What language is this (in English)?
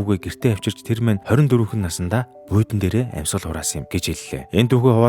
Mongolian